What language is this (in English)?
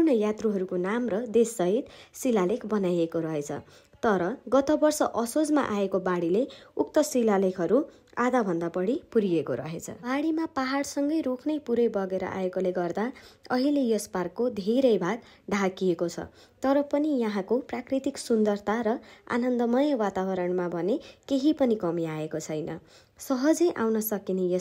Nepali